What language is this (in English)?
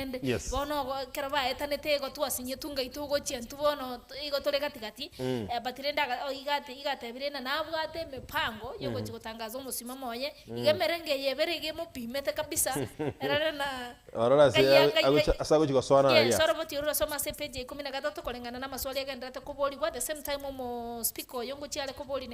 Gusii